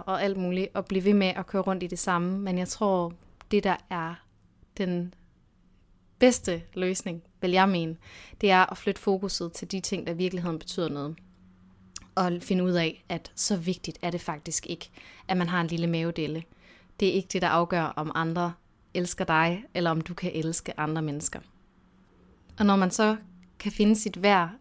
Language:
Danish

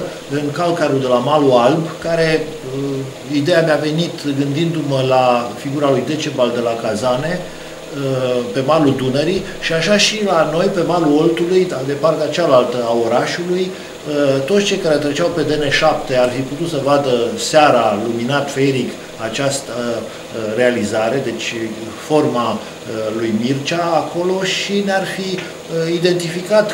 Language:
Romanian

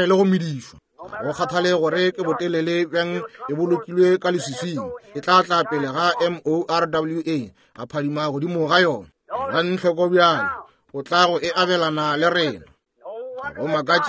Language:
Northern Sotho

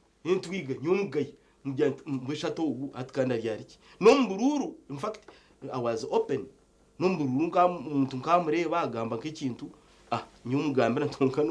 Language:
Nyankole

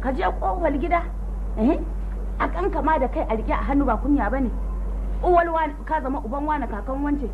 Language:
Hausa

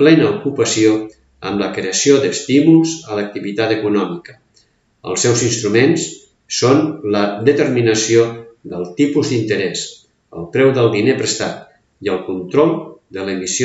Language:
Catalan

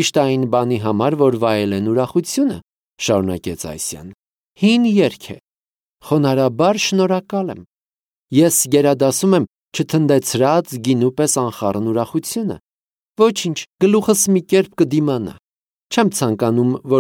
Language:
Armenian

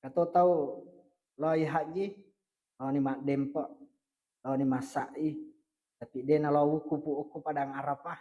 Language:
Buginese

